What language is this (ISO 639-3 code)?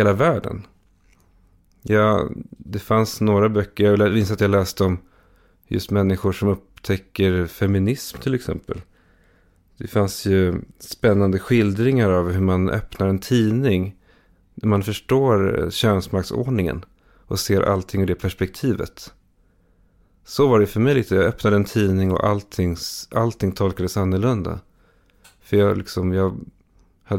swe